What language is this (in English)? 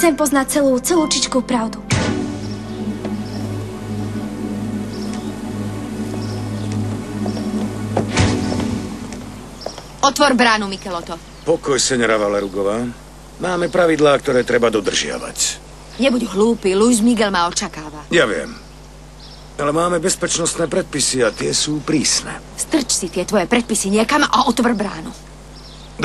Slovak